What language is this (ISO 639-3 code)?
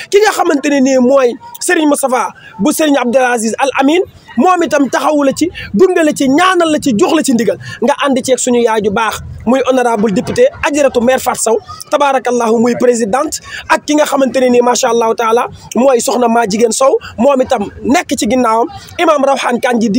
wol